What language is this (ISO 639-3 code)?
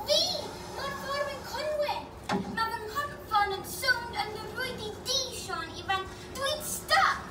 cym